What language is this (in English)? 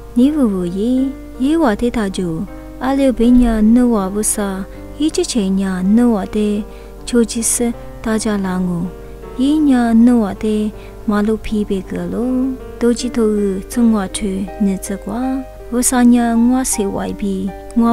Lisu